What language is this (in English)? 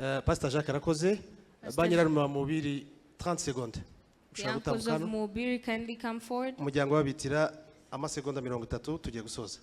Kinyarwanda